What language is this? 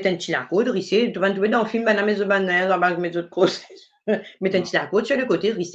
Morisyen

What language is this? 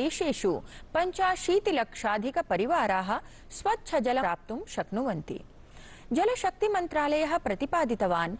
Sanskrit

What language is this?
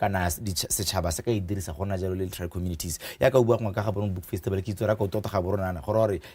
Tswana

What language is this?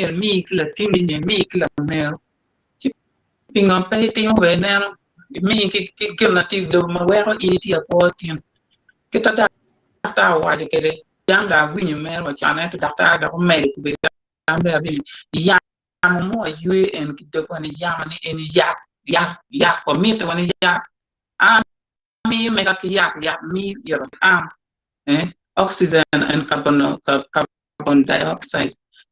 Acoli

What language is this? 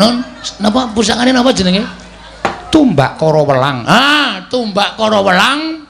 Javanese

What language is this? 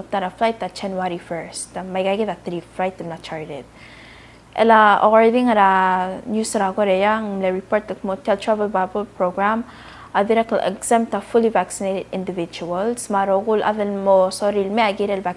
Palauan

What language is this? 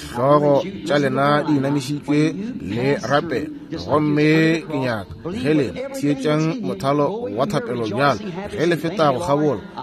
Northern Sotho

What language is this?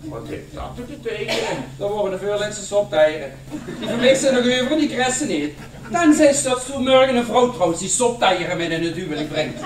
Limburgish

